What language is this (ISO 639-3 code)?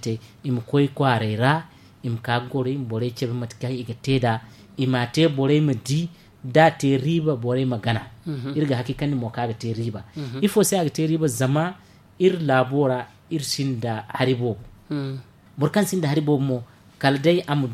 dje